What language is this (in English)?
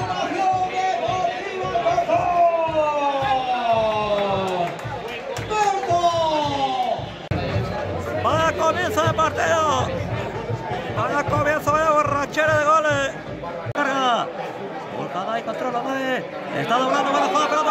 Spanish